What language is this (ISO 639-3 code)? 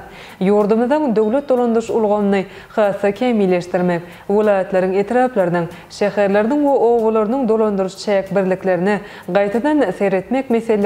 tuk